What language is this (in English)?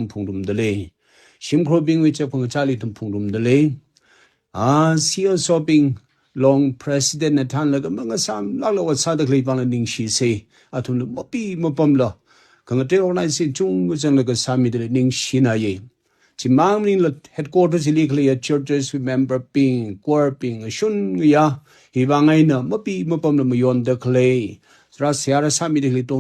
Tangkhul Naga (India)